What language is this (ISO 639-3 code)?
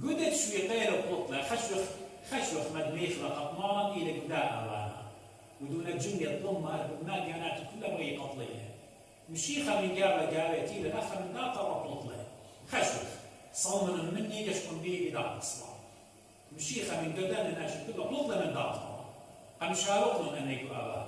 aii